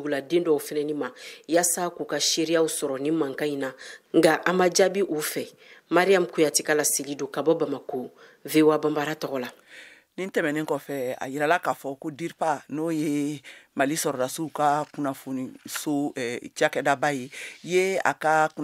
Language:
Bambara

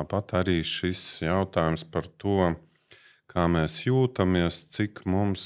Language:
Latvian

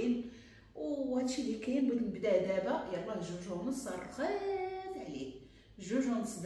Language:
Moroccan Arabic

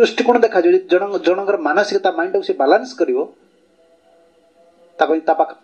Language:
Odia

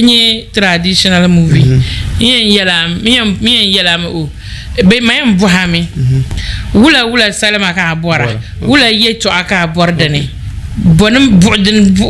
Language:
Dagbani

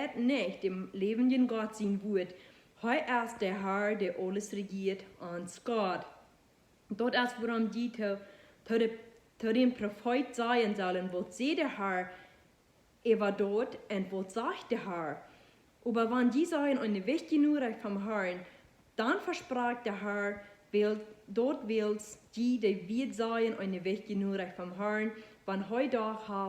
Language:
Plautdietsch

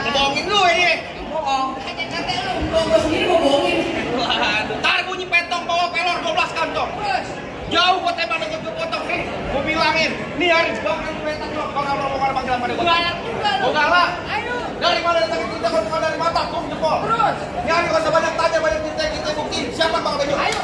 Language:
Betawi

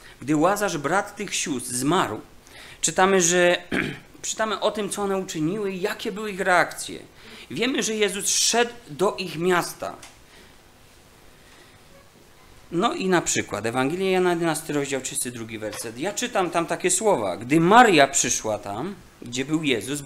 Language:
Polish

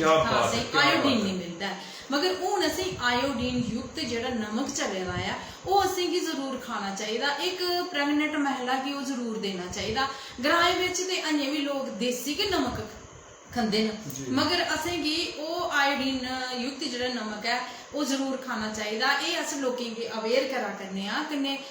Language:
Dogri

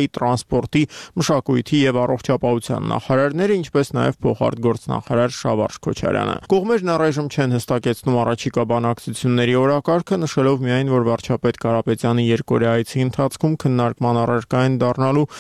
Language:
Armenian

